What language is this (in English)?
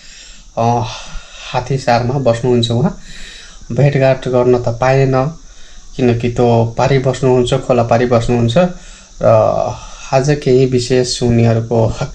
Nepali